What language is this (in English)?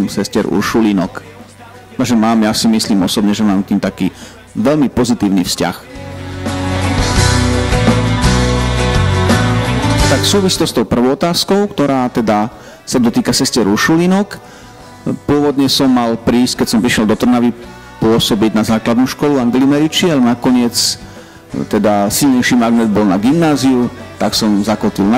Slovak